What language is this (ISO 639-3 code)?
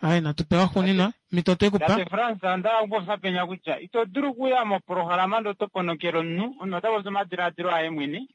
kua